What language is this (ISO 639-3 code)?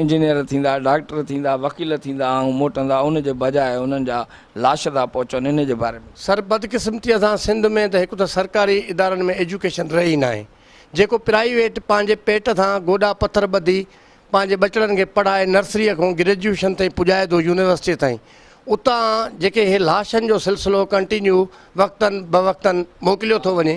snd